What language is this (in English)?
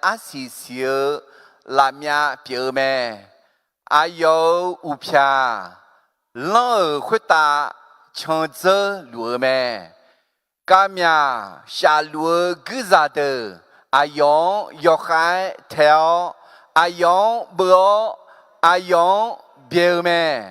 Akha